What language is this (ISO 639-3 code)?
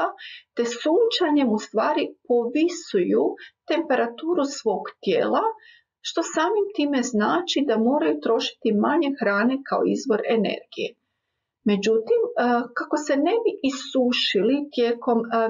hrv